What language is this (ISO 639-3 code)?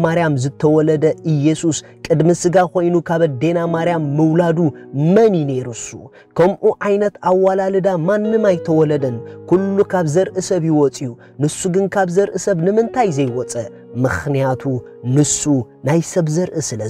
tir